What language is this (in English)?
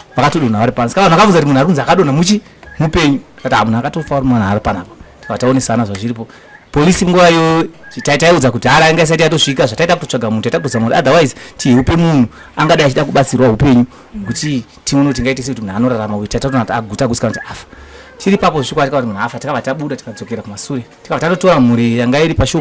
Shona